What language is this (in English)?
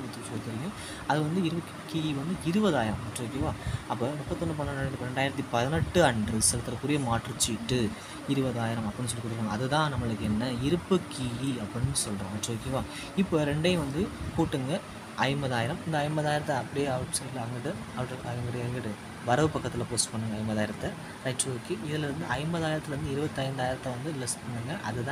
Tamil